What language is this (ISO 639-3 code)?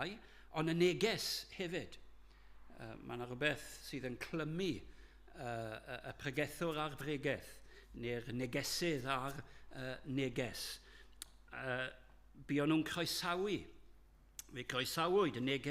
cym